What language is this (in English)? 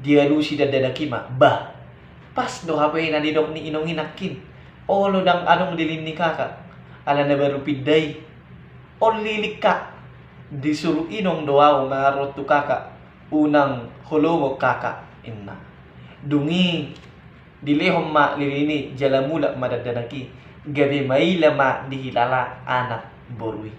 Batak Toba